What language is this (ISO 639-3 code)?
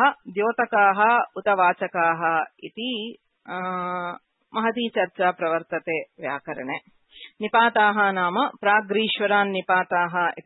san